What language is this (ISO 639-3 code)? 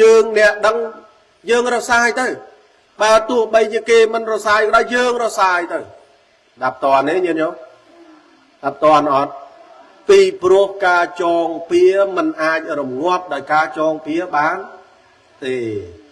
khm